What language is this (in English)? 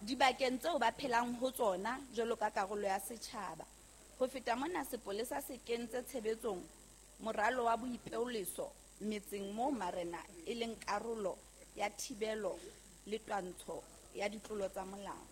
Southern Sotho